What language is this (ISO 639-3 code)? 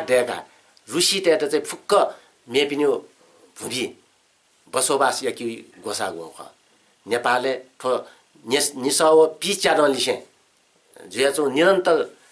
new